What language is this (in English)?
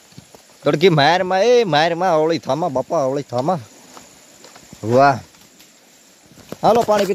Gujarati